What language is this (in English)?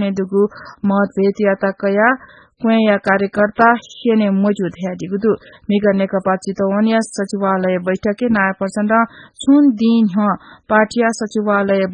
Newari